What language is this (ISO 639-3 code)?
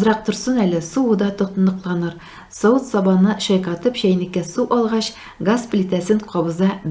tat